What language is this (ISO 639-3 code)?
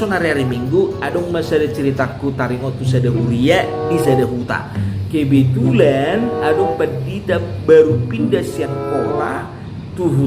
bbc